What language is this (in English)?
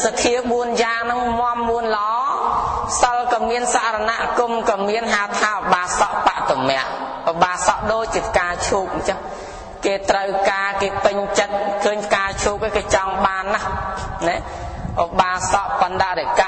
Khmer